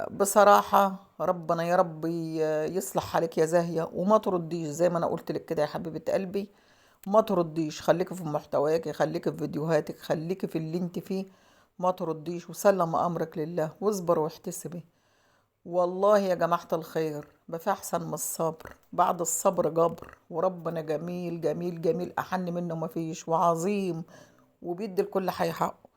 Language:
Egyptian Arabic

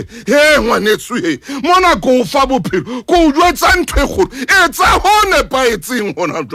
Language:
Southern Sotho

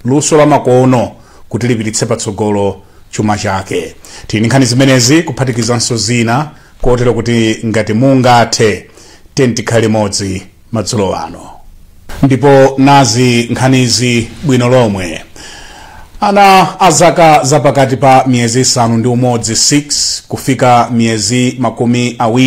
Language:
Nyanja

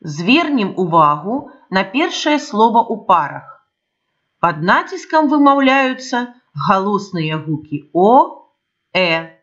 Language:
Belarusian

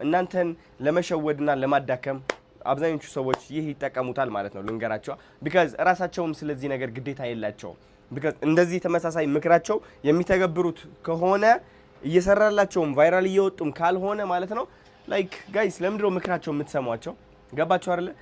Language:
Amharic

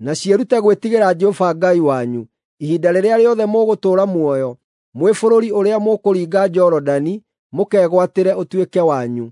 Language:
Kikuyu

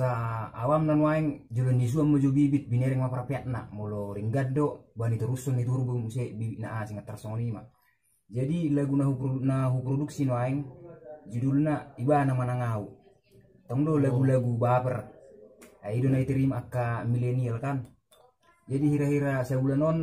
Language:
Batak Toba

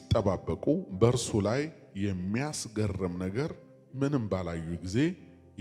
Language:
Amharic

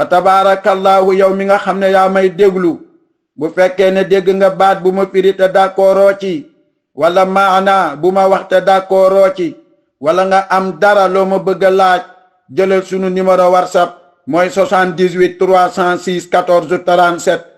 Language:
Wolof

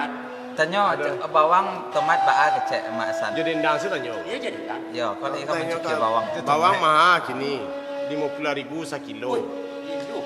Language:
Minangkabau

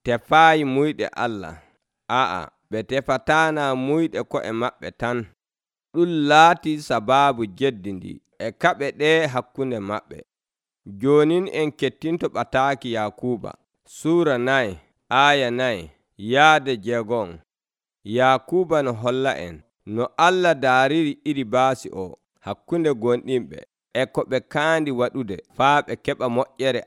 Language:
Nigerian Fulfulde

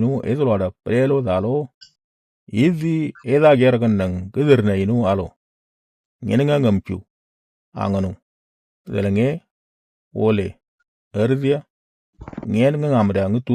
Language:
Moro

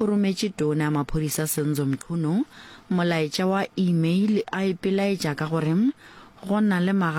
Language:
Northern Sotho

